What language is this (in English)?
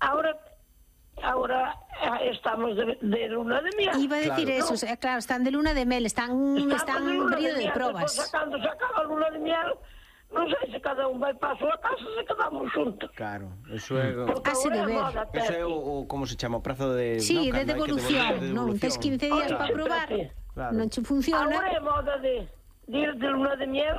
Galician